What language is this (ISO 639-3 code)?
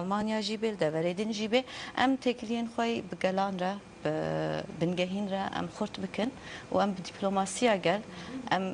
kur